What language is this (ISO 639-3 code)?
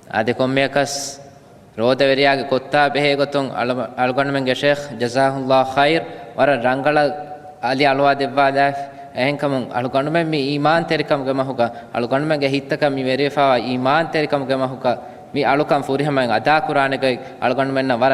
div